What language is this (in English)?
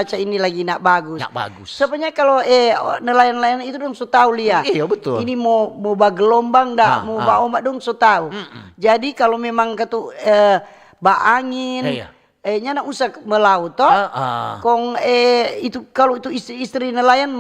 Manado Malay